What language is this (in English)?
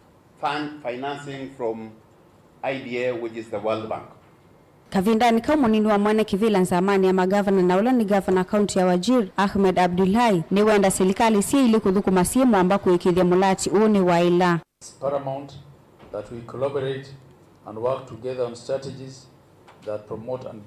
Kamba